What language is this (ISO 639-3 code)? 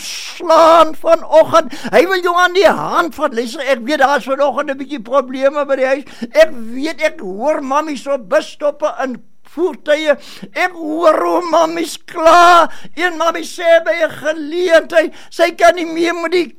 afr